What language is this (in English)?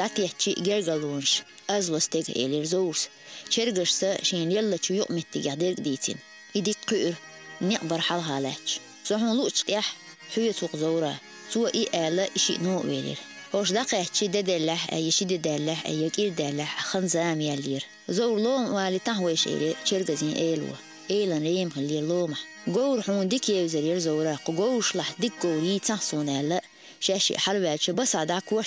Chechen